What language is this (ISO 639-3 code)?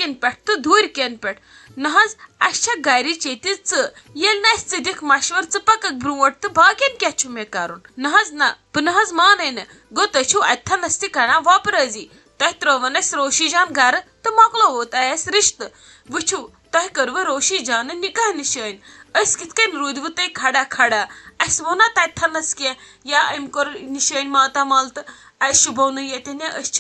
kas